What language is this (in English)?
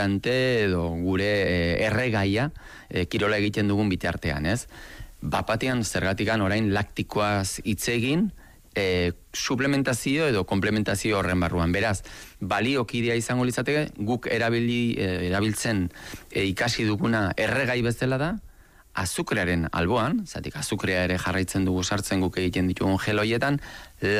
Basque